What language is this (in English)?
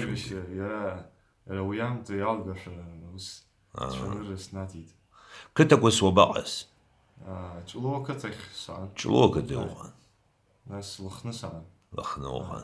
Abkhazian